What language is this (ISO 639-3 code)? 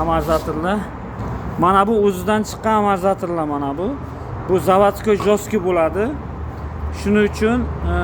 uzb